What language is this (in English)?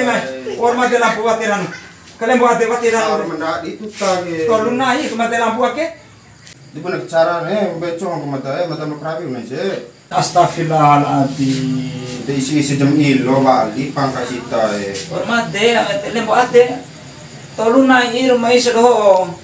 Bima